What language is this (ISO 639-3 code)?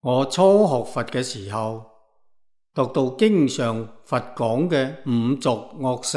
yue